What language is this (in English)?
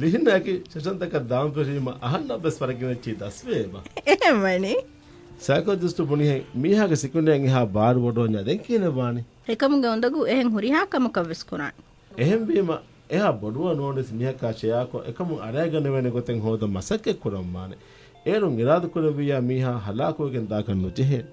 Divehi